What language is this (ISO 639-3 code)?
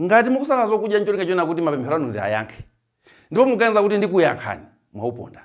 nya